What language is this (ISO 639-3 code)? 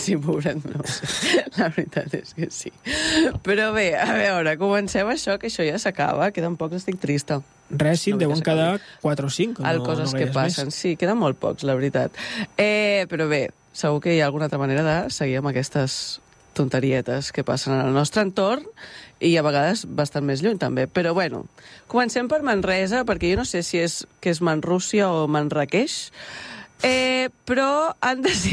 cat